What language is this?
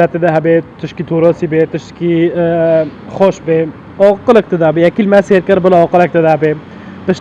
Kurdish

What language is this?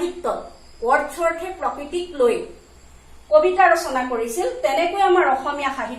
Assamese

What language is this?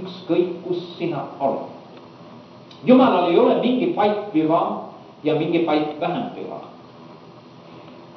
Estonian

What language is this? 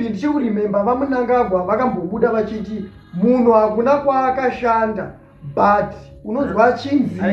Shona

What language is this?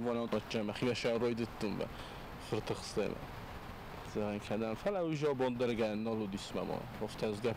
Ossetic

